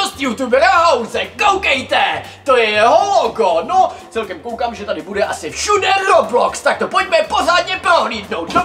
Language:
Czech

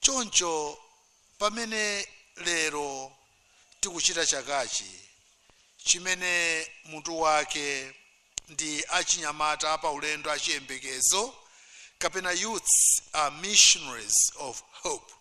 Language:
Nyanja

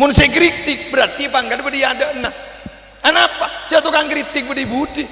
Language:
Madurese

